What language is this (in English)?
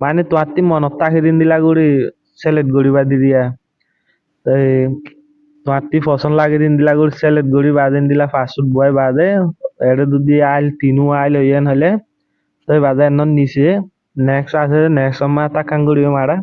Rohingya